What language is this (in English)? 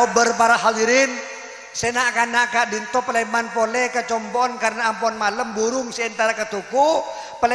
Madurese